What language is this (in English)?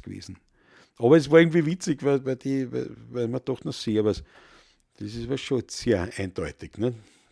Bavarian